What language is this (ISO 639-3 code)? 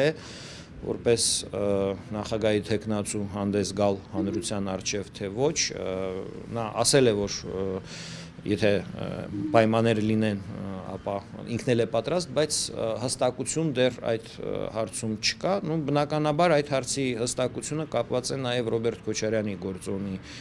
hye